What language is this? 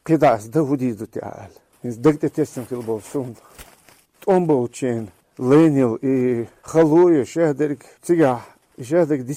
Chechen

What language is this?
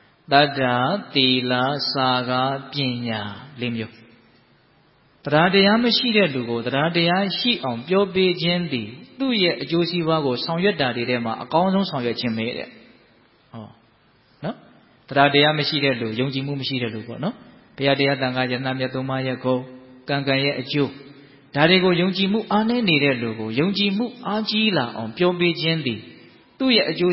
Burmese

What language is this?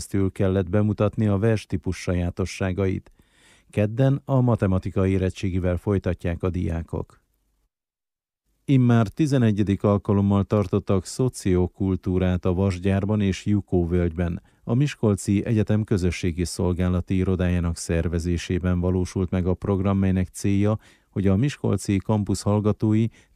Hungarian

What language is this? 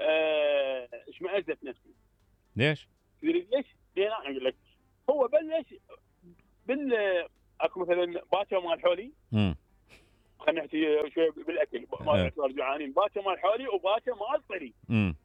Mesopotamian Arabic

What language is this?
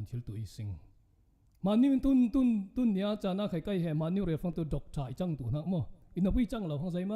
Falam Chin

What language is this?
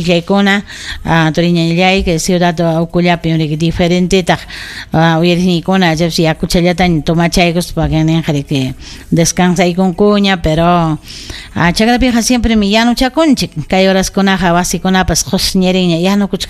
Ayacucho Quechua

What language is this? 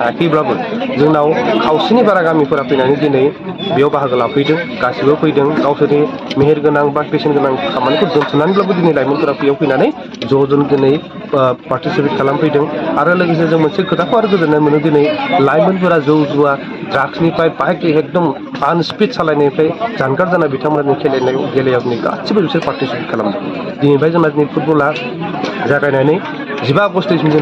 Bodo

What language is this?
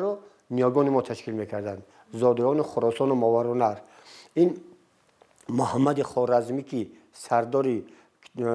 Tajik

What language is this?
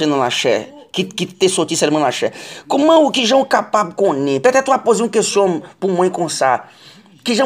Haitian Creole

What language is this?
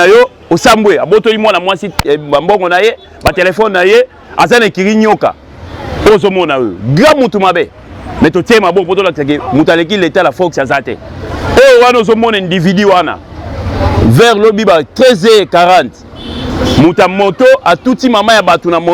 Lingala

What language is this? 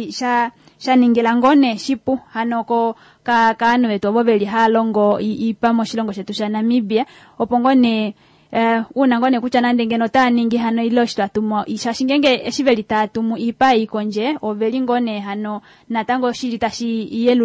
Kuanyama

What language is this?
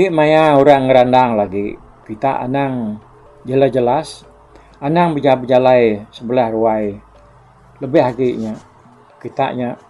Iban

